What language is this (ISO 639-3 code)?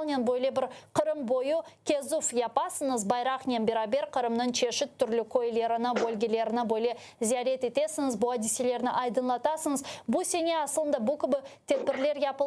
crh